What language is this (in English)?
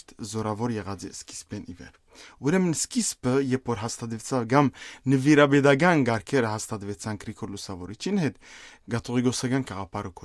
Western Armenian